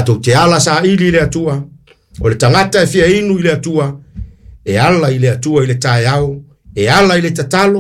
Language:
Samoan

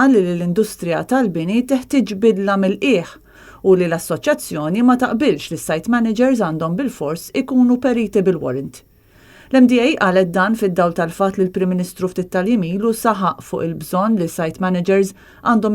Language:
Maltese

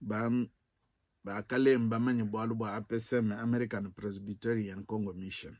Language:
Luba-Lulua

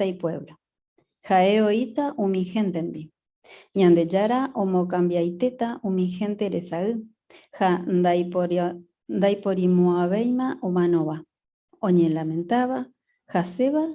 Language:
Guarani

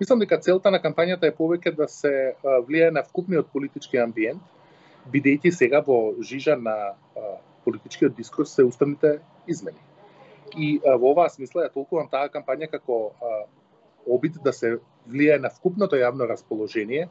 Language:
Macedonian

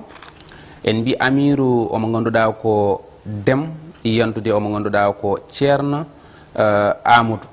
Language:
Fula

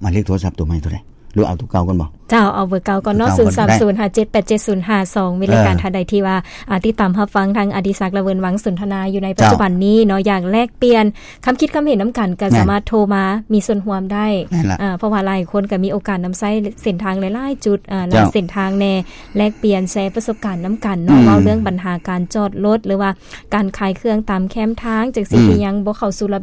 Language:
Lao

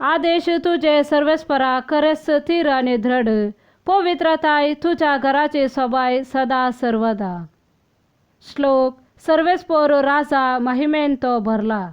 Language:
Konkani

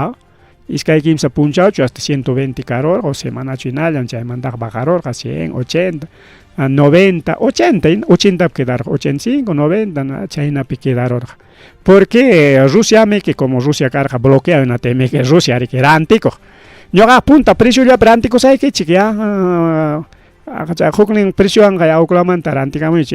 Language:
Ayacucho Quechua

